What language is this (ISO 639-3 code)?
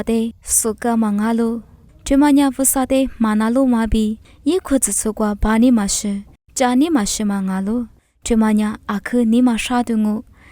lis